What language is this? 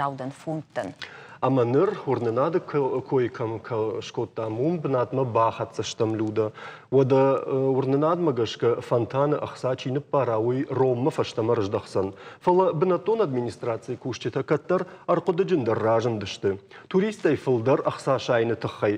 Ossetic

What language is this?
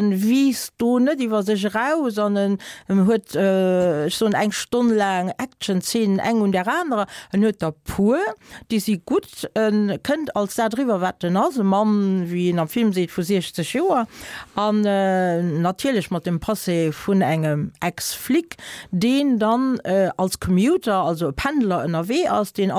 Luxembourgish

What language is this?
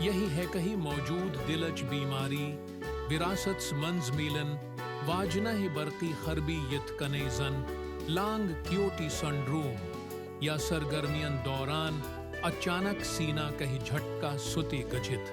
Kashmiri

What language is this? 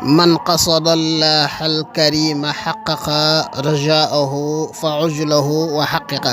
Wolof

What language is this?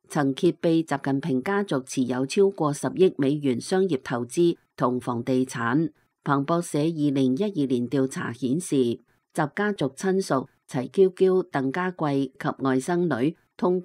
Cantonese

